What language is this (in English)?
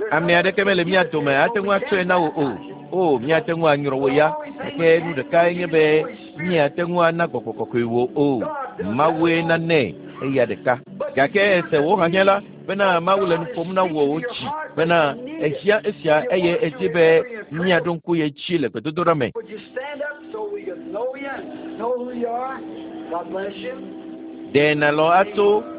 Ewe